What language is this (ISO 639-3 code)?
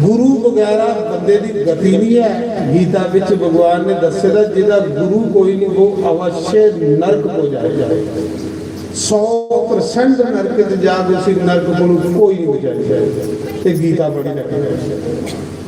doi